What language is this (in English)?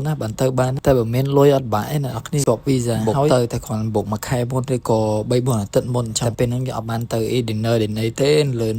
Khmer